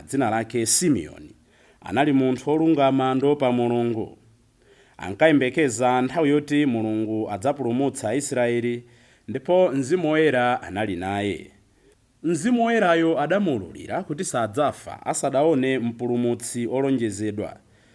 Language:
Nyanja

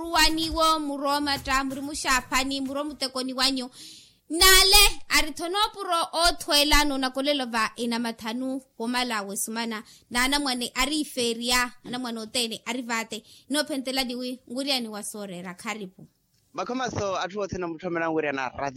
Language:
Makhuwa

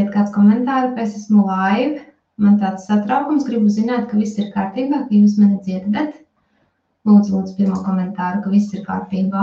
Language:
Latvian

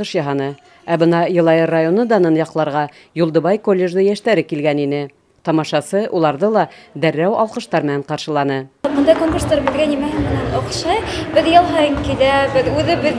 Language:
Bashkir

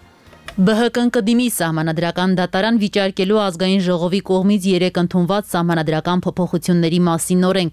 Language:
Armenian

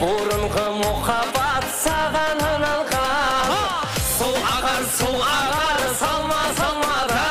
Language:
Kara-Kalpak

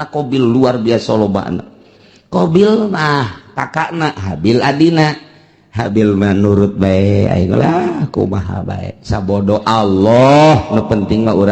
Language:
Sundanese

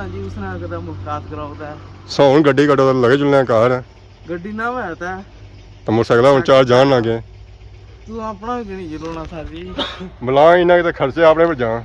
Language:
Pahari-Potwari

